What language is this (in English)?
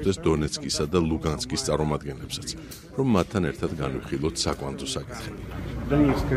Georgian